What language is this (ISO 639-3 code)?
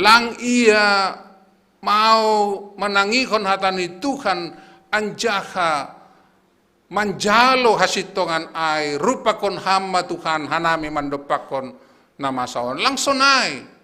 bts